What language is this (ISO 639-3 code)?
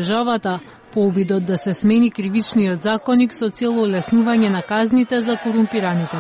mkd